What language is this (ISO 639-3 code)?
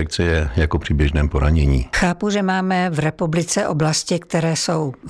ces